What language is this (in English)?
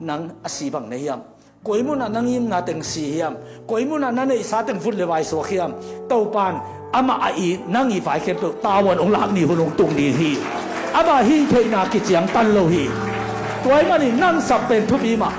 Tedim Chin